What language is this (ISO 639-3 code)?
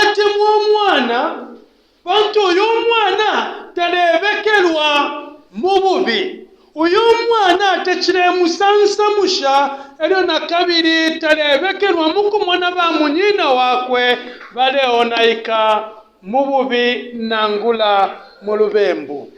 bem